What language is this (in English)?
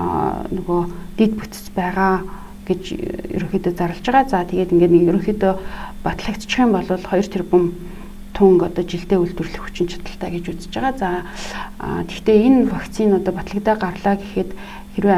Mongolian